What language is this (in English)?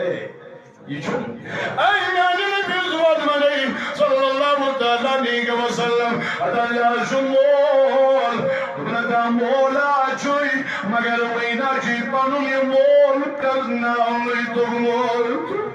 Kashmiri